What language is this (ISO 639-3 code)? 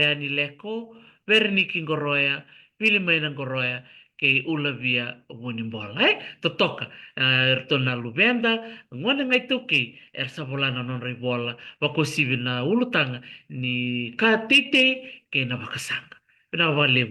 fij